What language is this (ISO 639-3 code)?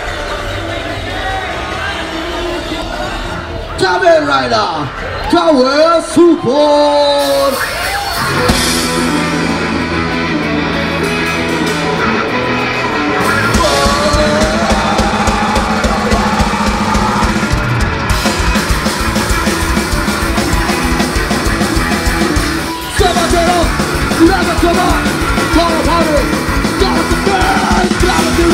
ind